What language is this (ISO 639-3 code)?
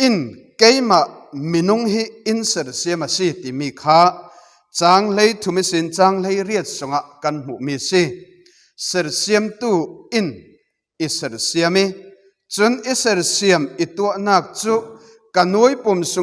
cfm